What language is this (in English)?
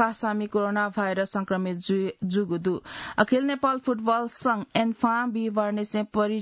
Newari